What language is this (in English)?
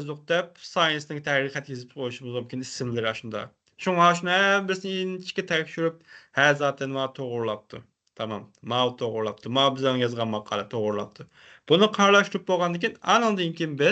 Uyghur